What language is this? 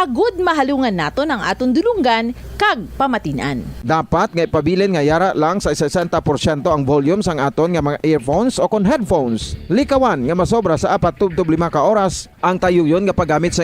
Hiligaynon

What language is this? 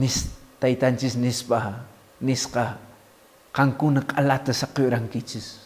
Quechua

